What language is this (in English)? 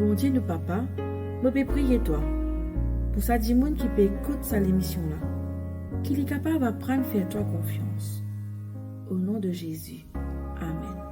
Morisyen